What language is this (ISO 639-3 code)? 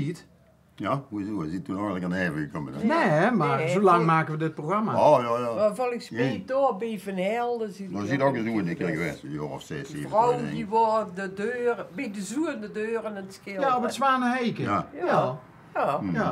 lim